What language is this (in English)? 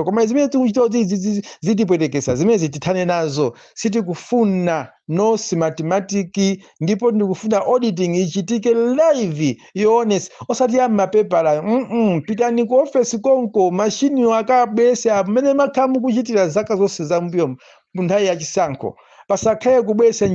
Nyanja